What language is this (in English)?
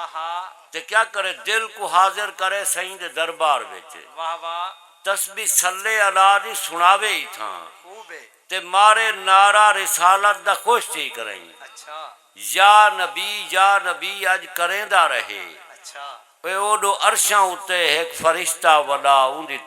Saraiki